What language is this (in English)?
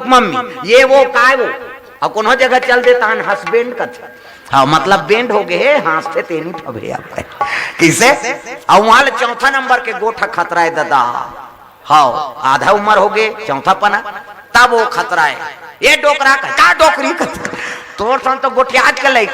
Chhattisgarhi